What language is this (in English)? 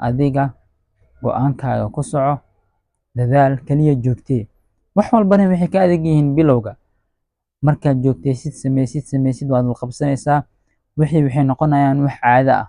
Somali